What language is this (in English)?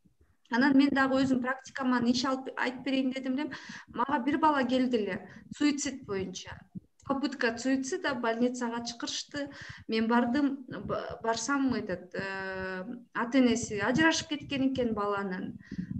Kyrgyz